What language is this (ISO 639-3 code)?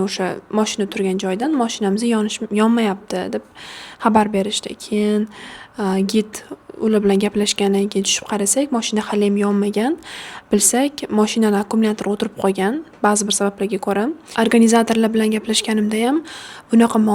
uzb